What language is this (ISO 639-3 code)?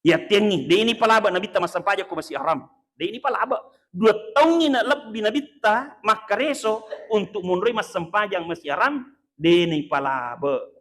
bug